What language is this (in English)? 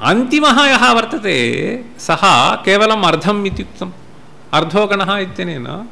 Sanskrit